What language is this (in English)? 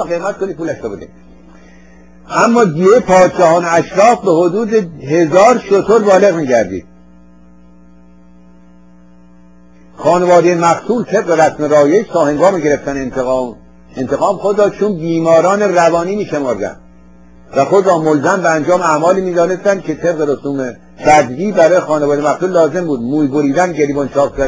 Persian